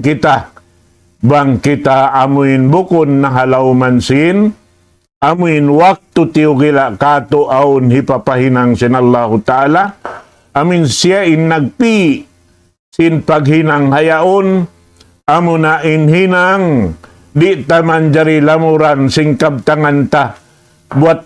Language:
Tausug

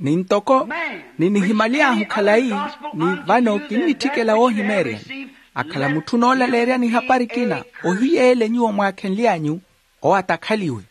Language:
Makhuwa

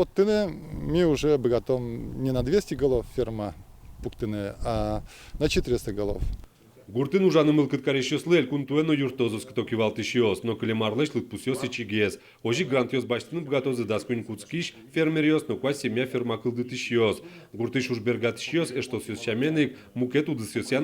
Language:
Udmurt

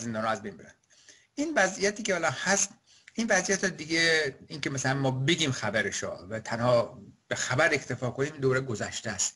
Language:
Persian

